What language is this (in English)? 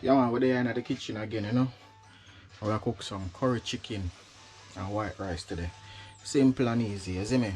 Jamaican Creole English